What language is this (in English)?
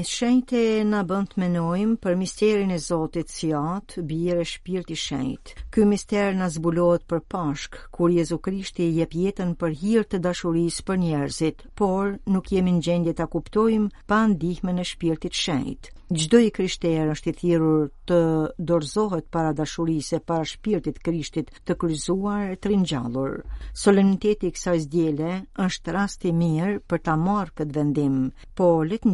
Albanian